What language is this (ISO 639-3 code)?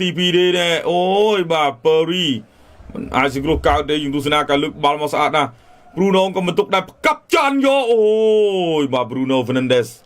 khm